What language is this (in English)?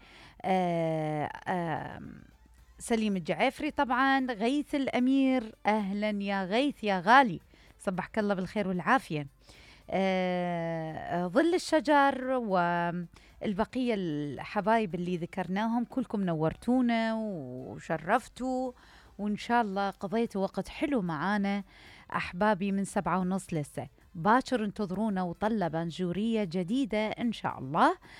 Mesopotamian Arabic